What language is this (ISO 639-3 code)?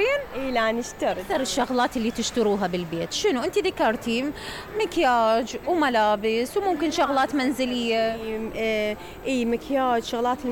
acm